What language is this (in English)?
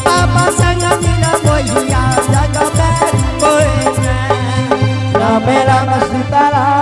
Angika